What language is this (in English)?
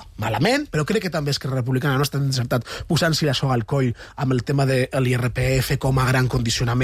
Catalan